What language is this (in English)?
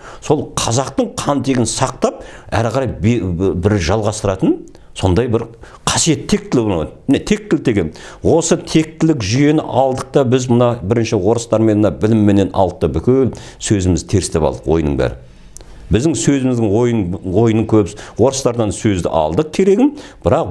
Kazakh